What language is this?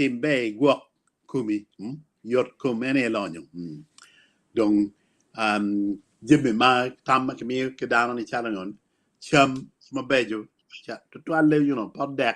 Acoli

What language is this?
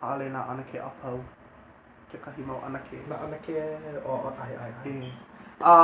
Hawaiian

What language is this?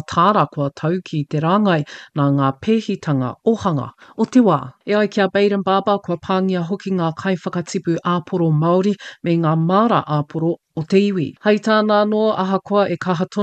Māori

